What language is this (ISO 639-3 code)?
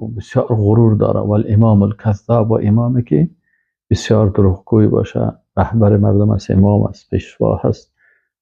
fas